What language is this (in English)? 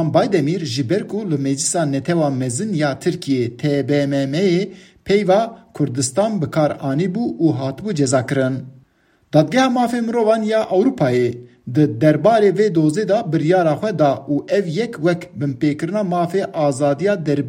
Kurdish